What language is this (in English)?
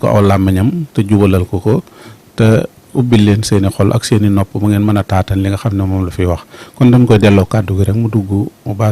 Wolof